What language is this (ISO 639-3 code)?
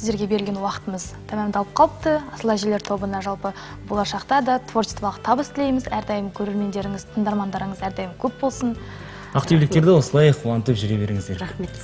kaz